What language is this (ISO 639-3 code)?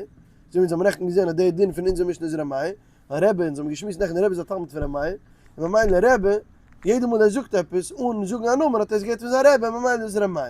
yid